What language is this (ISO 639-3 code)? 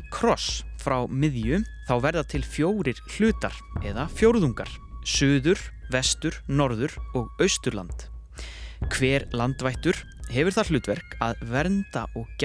isl